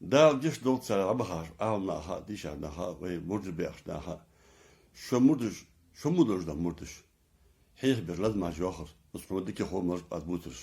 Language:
Ingush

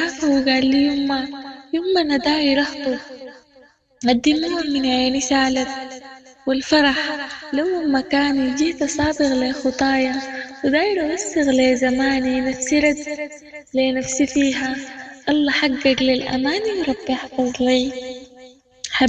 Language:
Sudanese Arabic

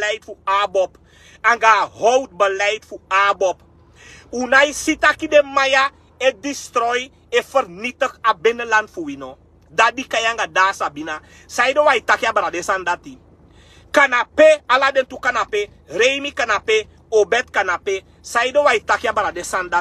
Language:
Sranan Tongo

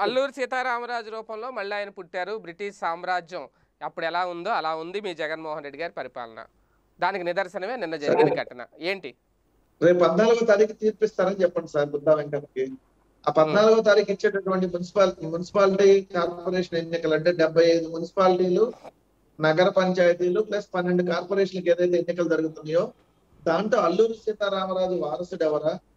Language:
Telugu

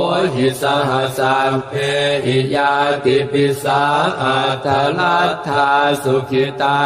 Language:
Pali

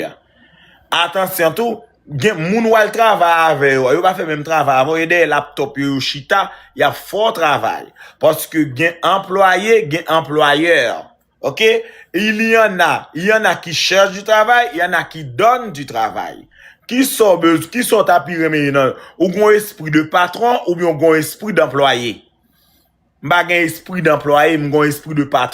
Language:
Haitian Creole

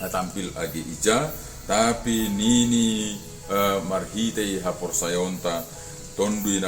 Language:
Batak Simalungun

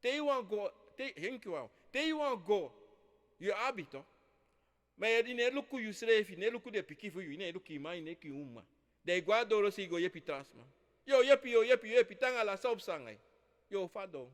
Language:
Sranan Tongo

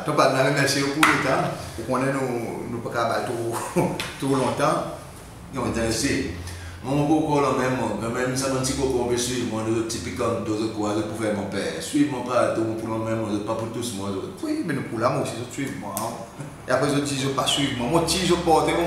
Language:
Seselwa Creole French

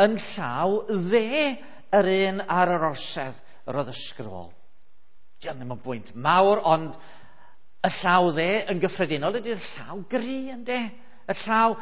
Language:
Welsh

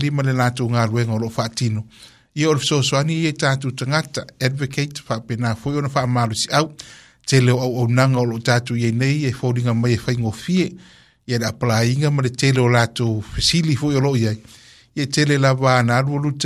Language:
Samoan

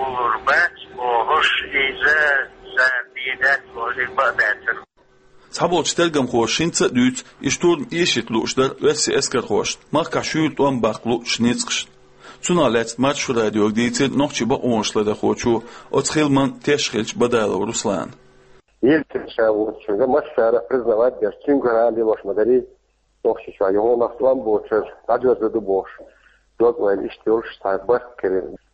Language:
Chechen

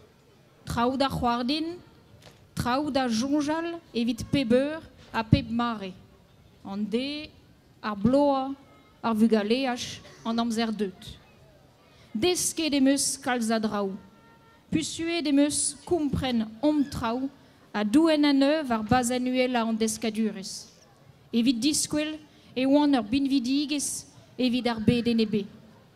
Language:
Breton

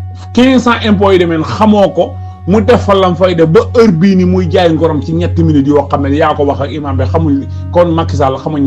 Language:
Wolof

